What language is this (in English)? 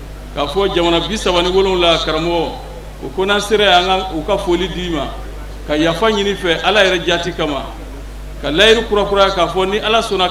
Bambara